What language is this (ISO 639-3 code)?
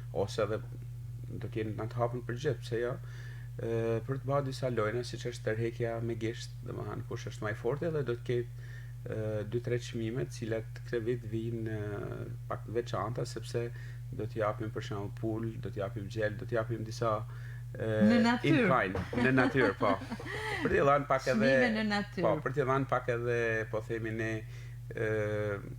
sqi